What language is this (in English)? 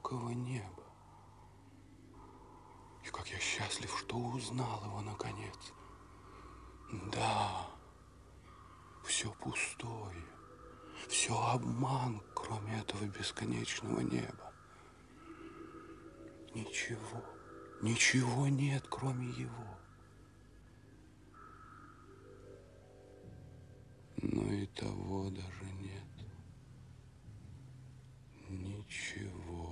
Russian